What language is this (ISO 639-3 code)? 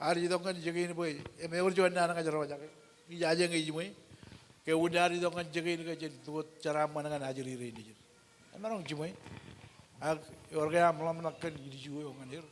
mah